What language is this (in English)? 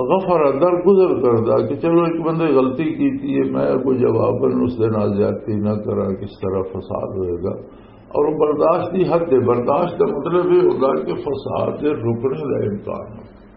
Western Panjabi